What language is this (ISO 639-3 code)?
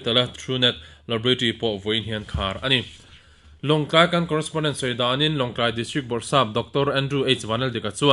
lus